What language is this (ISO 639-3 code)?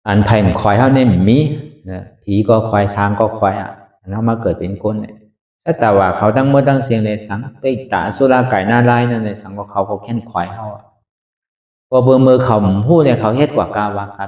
shn